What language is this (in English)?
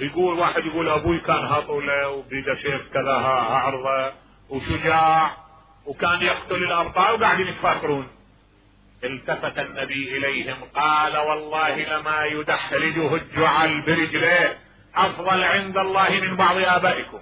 Mesopotamian Arabic